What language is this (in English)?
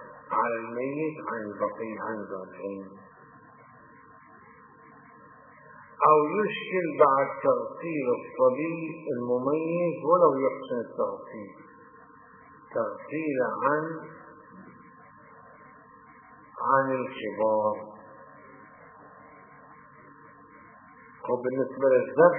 Arabic